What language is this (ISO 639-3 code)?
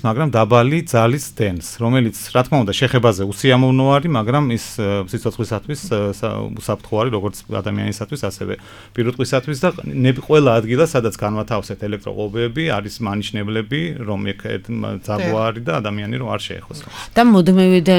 kat